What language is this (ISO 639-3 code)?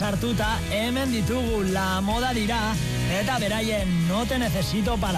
eus